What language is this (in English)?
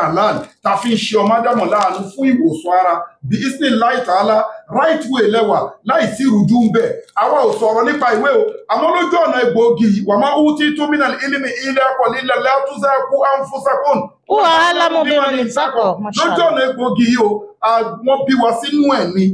Yoruba